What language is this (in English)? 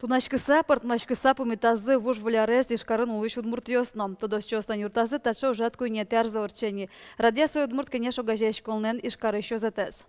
Udmurt